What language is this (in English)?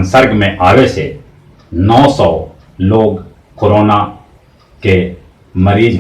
Magahi